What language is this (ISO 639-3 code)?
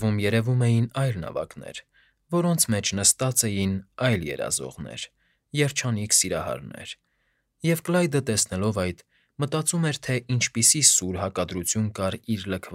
hye